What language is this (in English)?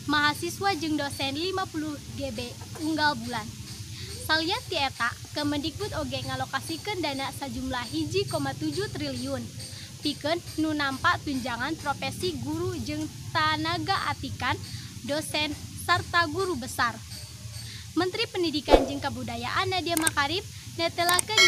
Sundanese